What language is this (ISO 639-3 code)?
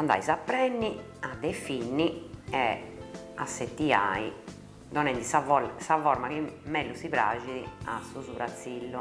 srd